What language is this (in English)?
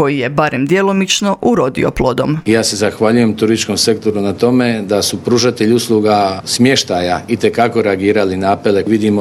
Croatian